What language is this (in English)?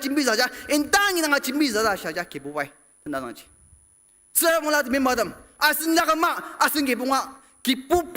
Ao Naga